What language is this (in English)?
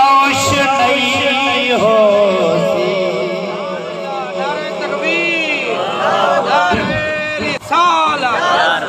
Saraiki